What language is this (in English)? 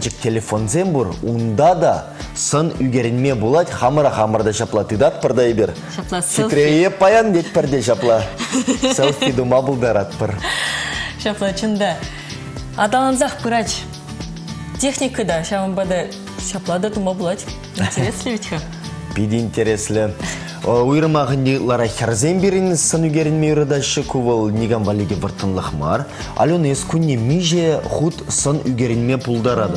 Chuvash